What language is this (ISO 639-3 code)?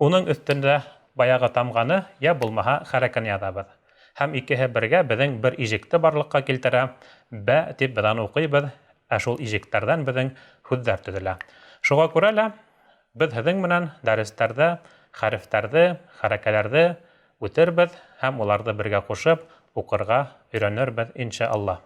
bak